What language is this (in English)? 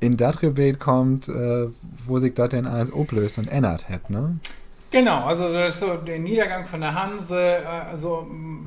Low German